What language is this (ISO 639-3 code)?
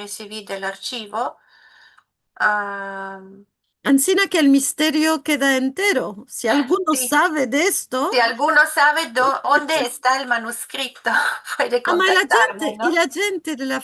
lad